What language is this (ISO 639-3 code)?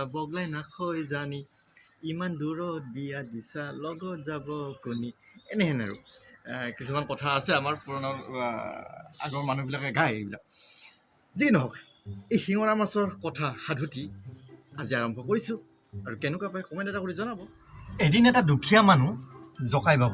asm